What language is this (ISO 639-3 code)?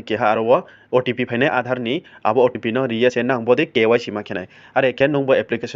ria